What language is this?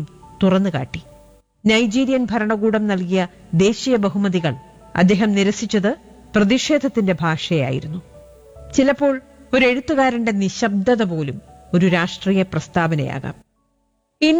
Malayalam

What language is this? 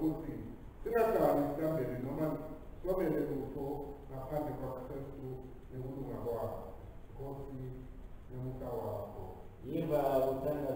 Swati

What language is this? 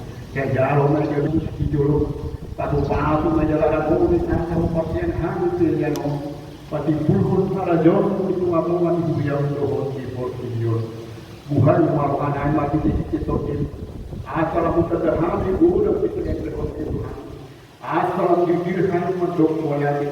Batak Toba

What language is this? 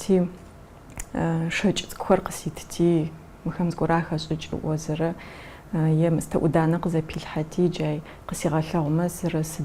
Adyghe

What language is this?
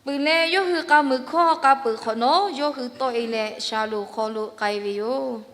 Lahu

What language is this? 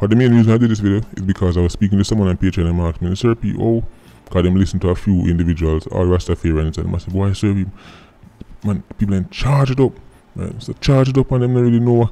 Jamaican Creole English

